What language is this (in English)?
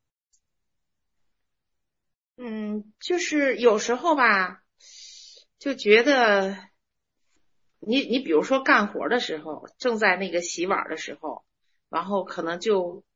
Chinese